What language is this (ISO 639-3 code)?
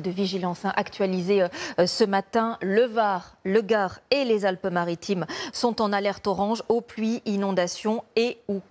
fra